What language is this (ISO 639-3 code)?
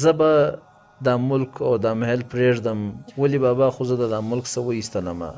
pus